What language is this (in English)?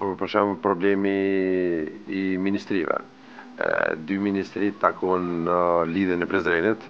Albanian